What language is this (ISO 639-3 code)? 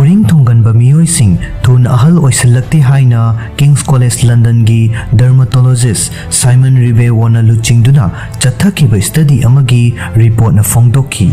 mni